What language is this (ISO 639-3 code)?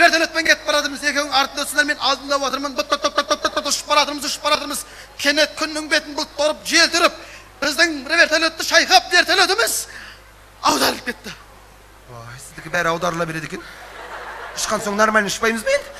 kaz